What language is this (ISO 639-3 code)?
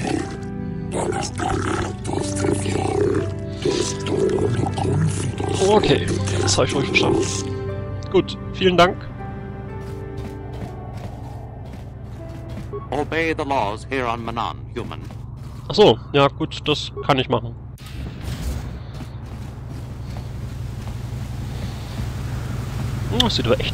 deu